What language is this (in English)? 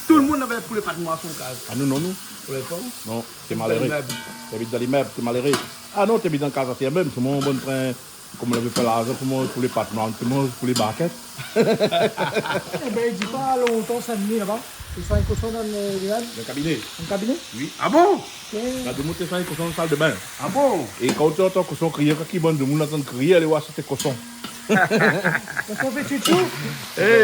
Réunion Creole French